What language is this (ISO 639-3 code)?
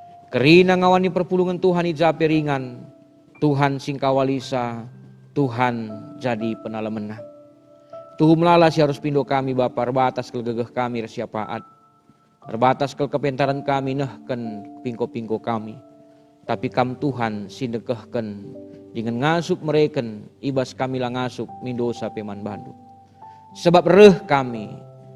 btx